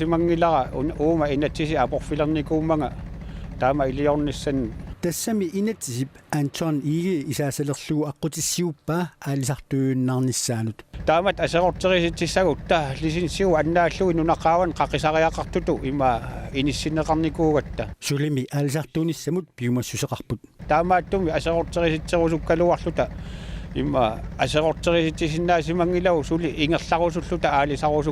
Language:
Kalaallisut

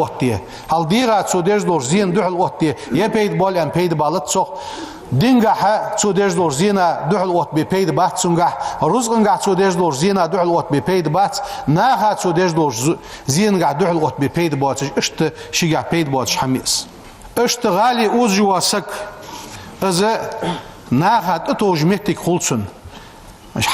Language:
Ingush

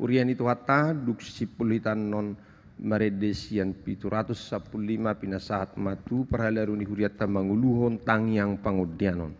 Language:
Batak Toba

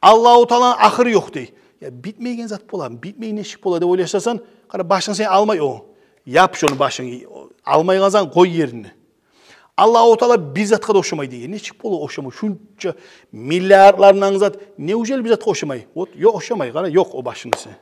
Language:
Kumyk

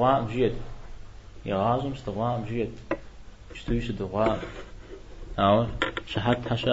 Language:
Kabardian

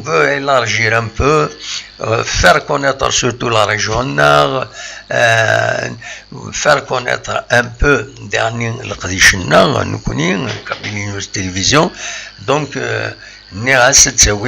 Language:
Kabyle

